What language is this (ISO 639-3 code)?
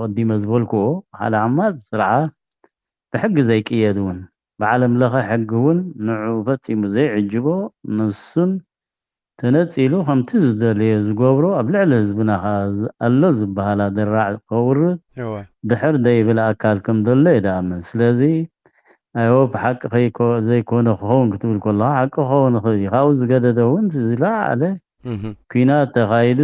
tir